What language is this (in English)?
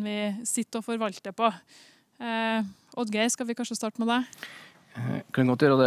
Norwegian